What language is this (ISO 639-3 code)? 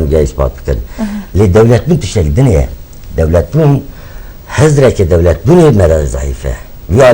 kur